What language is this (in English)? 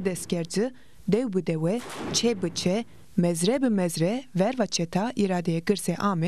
Zaza